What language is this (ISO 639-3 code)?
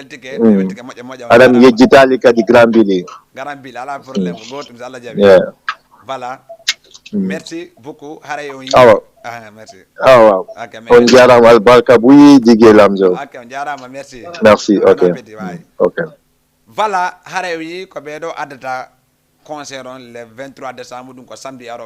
ful